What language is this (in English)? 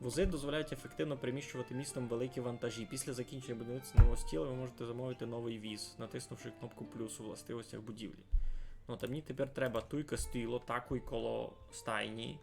Rusyn